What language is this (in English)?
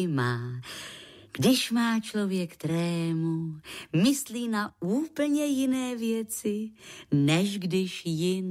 Czech